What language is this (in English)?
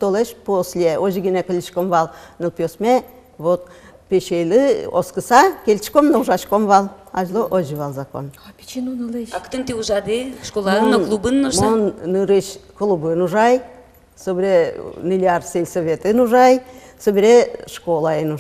Udmurt